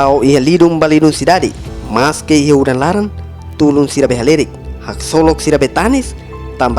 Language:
Tetum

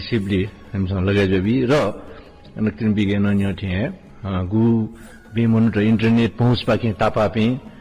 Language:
Newari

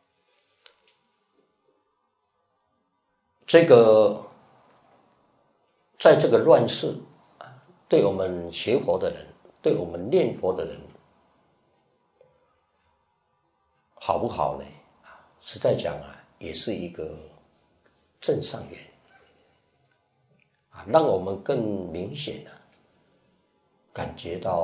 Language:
Chinese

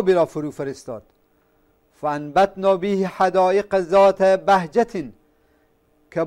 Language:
Persian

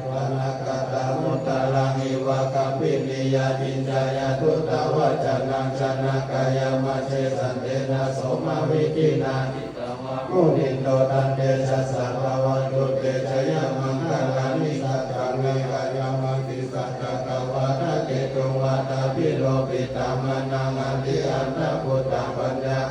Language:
Pali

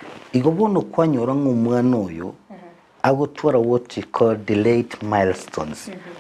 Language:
Gusii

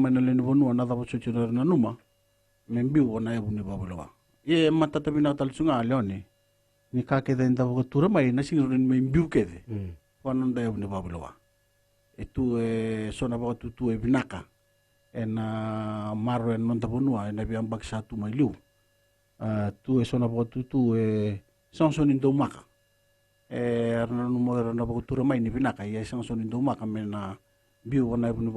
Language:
Fijian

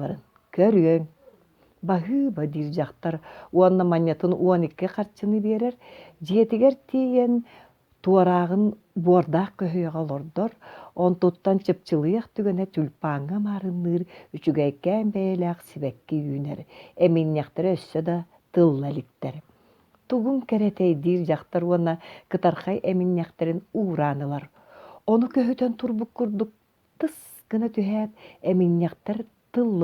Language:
Yakut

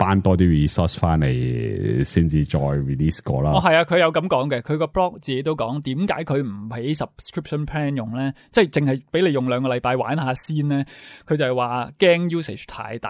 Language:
Cantonese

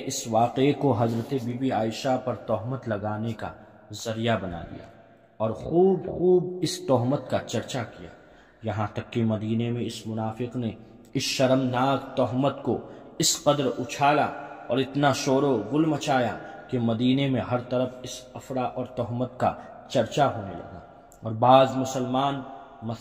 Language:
Urdu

